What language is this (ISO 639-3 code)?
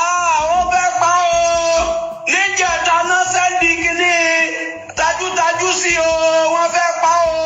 yor